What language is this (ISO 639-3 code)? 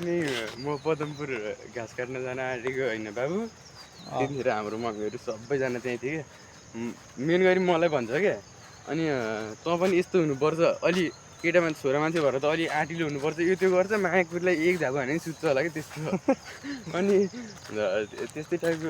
nep